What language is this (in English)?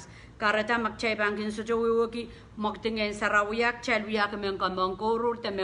Pohnpeian